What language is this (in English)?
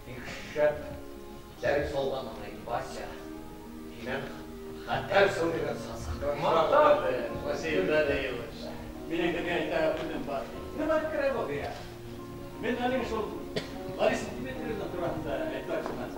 Bashkir